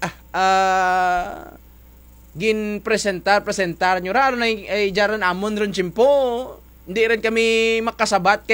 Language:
Kinaray-a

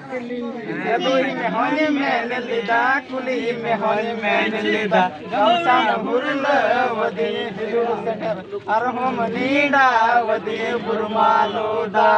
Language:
Santali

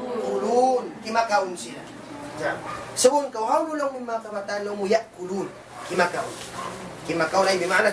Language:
Tausug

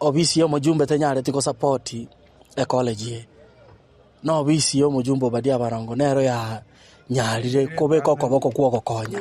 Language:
Gusii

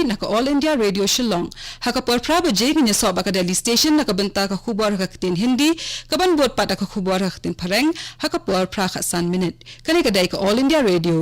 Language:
Khasi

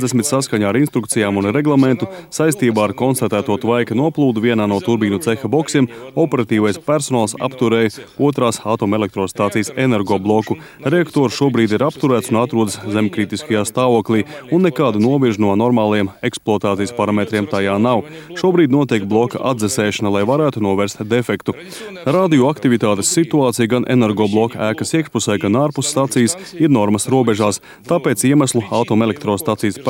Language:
Latvian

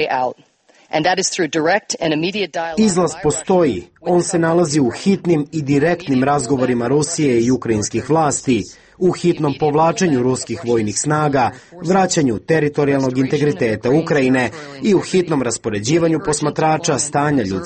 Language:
Serbian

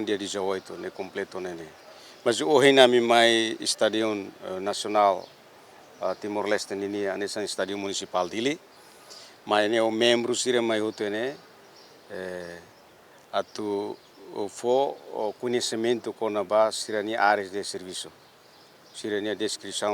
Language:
Tetum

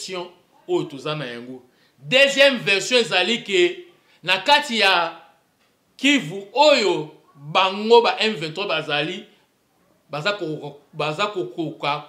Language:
Lingala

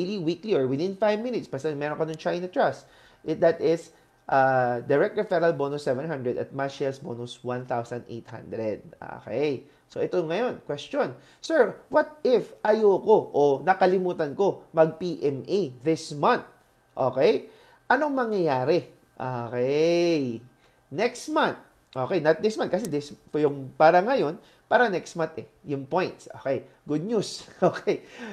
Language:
Filipino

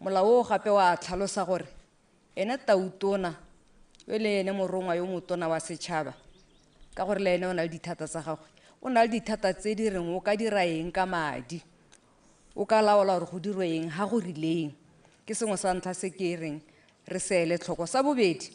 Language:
Tswana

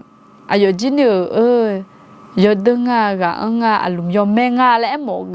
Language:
Akha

